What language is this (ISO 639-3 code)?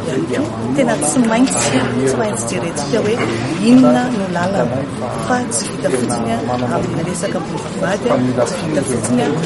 mlg